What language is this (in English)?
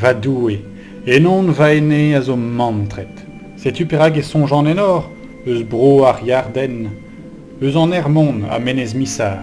Breton